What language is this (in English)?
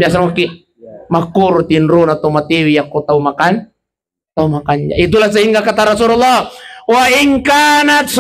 Buginese